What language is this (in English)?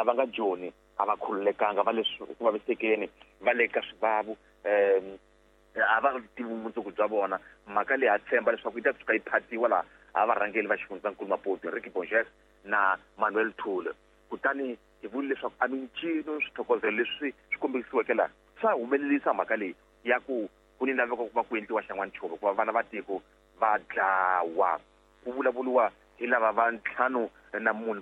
Tsonga